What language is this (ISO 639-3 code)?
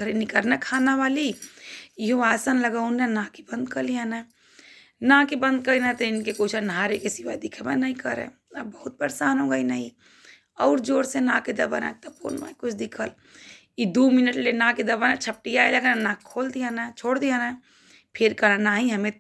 bho